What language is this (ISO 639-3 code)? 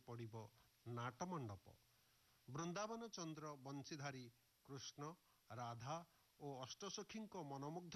ori